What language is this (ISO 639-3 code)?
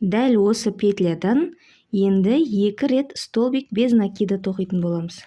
kaz